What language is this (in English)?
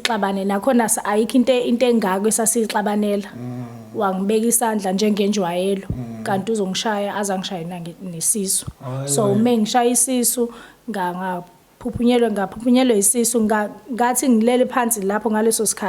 Zulu